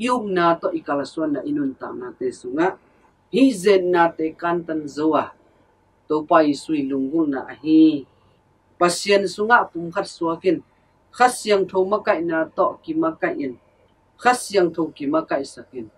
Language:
Tedim Chin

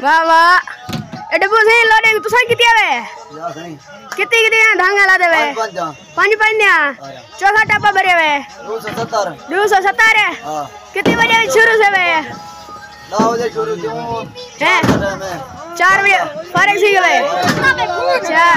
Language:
Saraiki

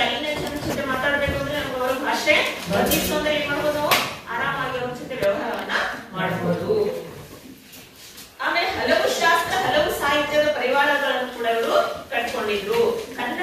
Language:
Kannada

